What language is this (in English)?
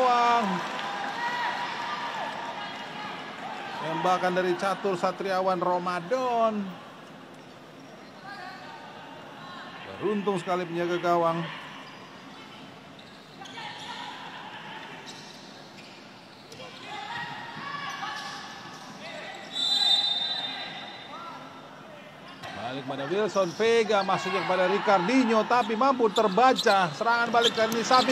Indonesian